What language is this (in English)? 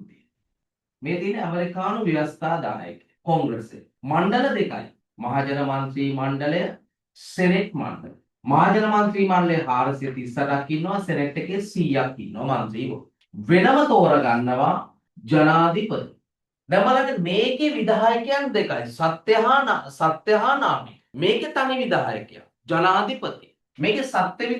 Sinhala